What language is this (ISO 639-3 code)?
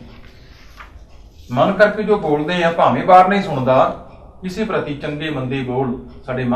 pan